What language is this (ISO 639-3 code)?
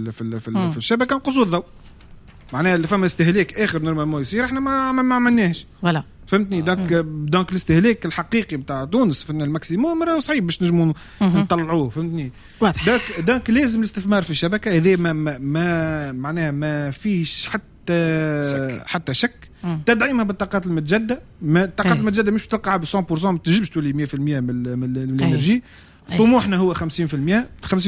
aeb